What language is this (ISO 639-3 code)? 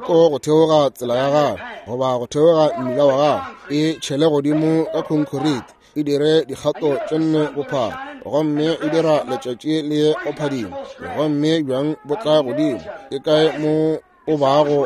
nso